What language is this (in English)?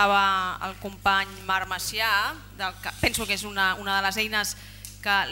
Catalan